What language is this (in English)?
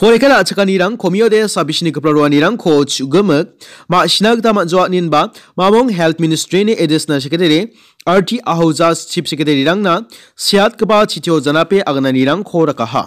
Garo